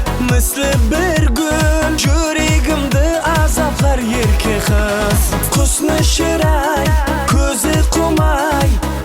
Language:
Kara-Kalpak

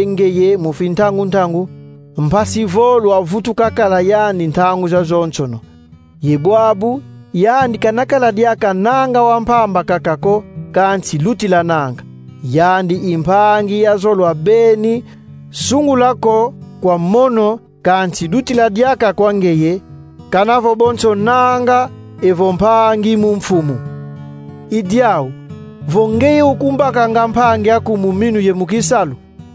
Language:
Kongo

